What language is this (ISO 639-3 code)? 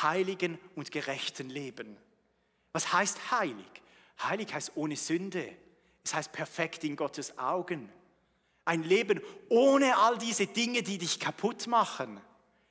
gsw